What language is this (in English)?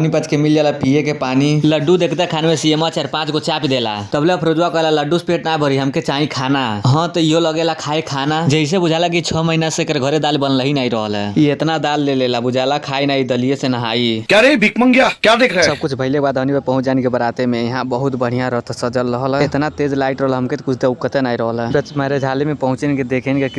Bhojpuri